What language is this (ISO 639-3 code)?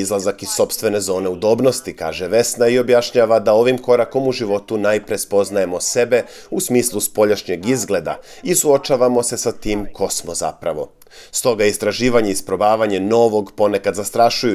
srp